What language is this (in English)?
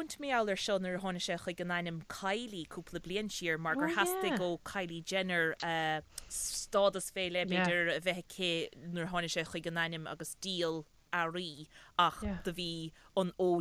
Irish